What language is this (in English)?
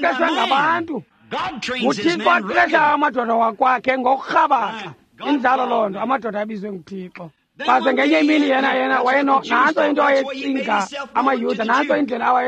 Xhosa